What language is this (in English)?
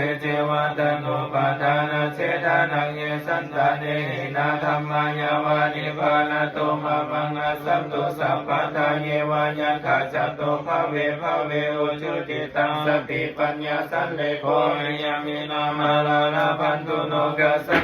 Pali